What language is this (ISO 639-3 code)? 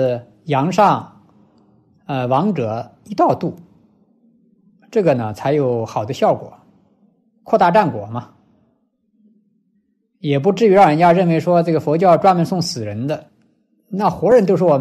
zho